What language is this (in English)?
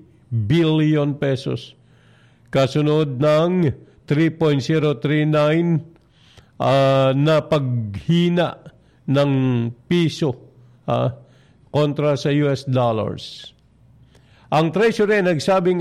Filipino